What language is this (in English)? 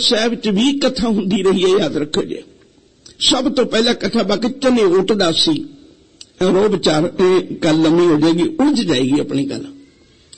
Punjabi